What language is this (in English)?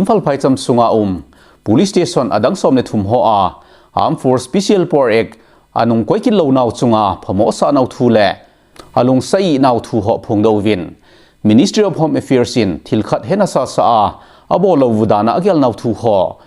Thado Chin